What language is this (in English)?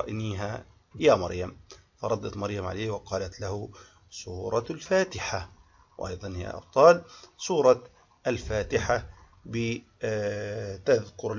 Arabic